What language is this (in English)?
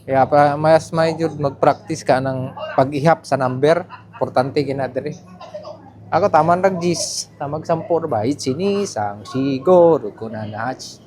Cebuano